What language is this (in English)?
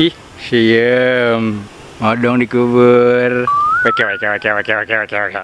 Betawi